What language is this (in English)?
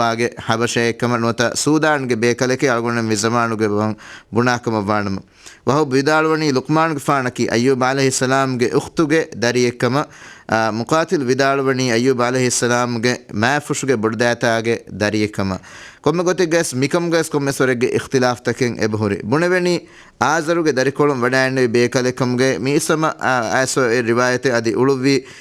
Divehi